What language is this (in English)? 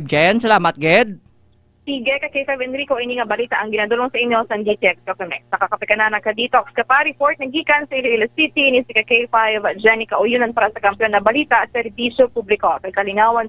Hiligaynon